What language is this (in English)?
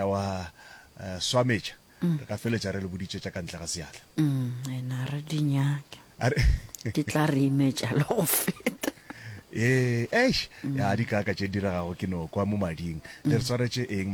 Northern Sotho